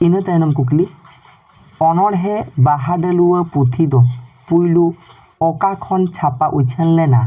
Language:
Santali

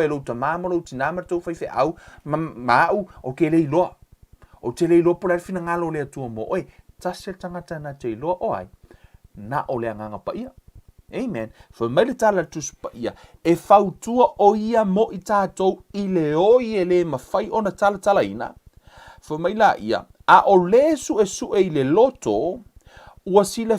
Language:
Samoan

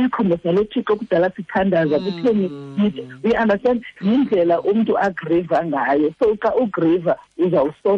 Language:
Xhosa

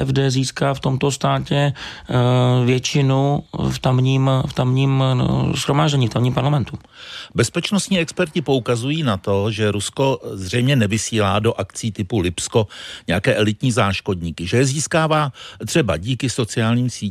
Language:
Czech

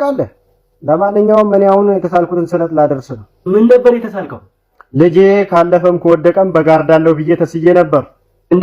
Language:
Amharic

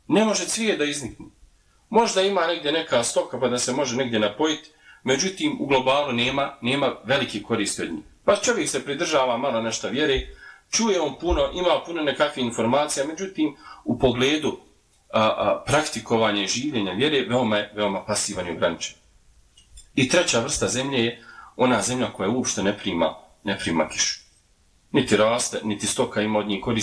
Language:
Bosnian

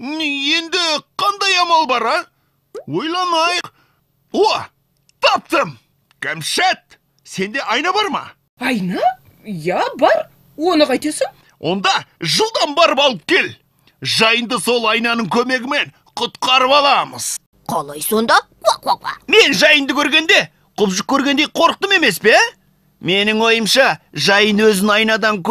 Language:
Kazakh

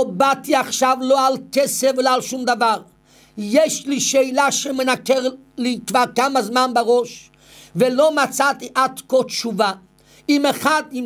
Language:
Hebrew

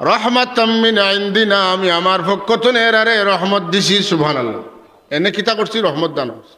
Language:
Sylheti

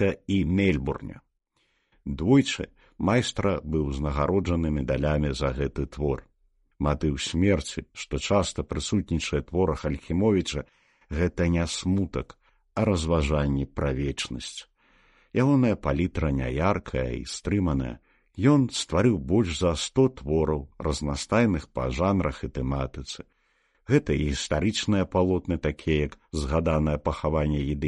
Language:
Belarusian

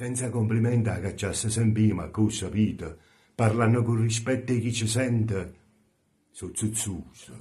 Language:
Neapolitan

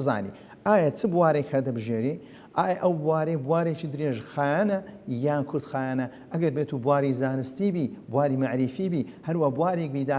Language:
Central Kurdish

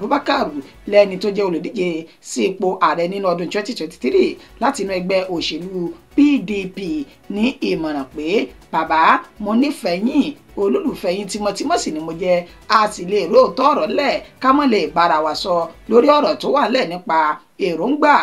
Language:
Yoruba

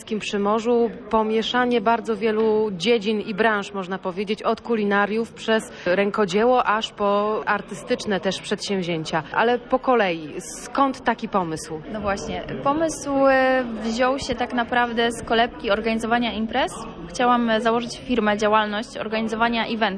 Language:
Polish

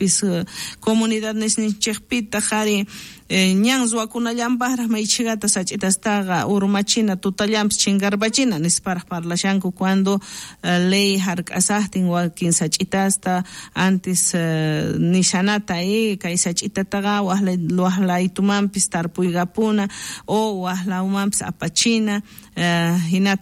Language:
South Bolivian Quechua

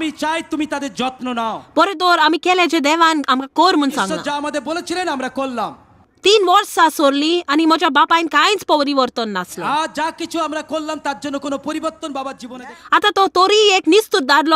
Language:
Konkani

